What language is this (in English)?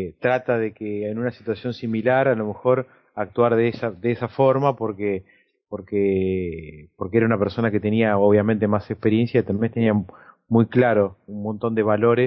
Spanish